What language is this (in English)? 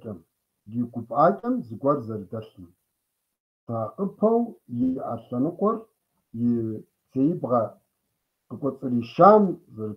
Kabardian